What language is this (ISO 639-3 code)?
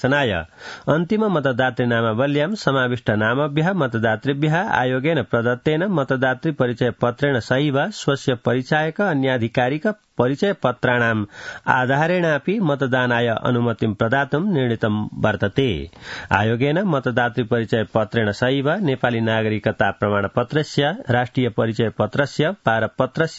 san